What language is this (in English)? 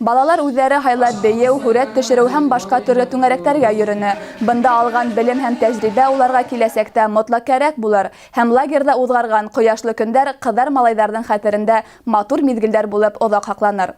Bashkir